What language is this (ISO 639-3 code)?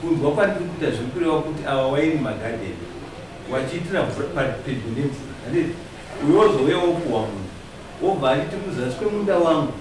sna